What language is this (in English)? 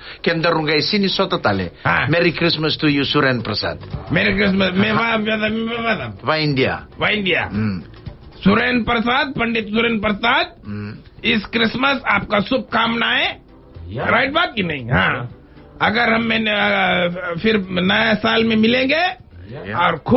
Fijian